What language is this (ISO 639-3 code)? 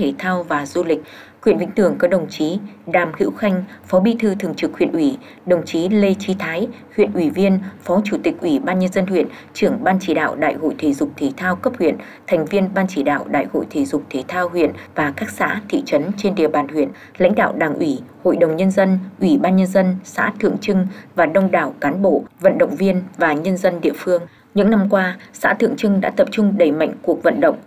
vie